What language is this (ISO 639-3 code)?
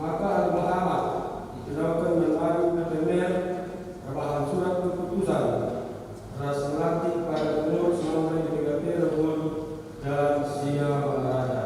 btx